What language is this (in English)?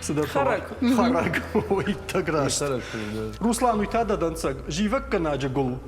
Ossetic